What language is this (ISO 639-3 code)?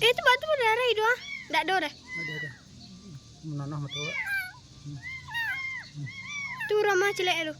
min